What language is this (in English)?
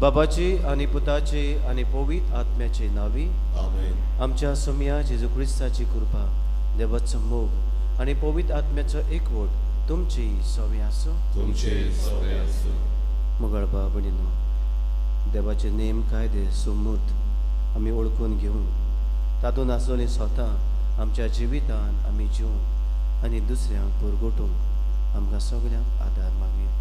Konkani